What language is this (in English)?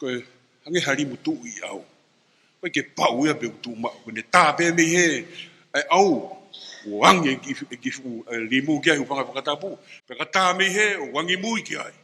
Tongan